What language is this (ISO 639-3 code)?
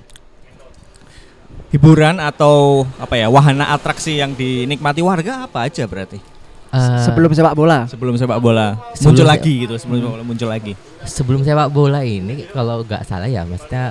ind